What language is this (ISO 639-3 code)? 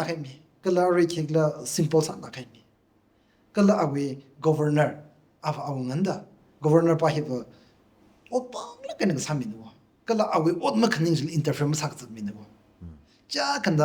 nmf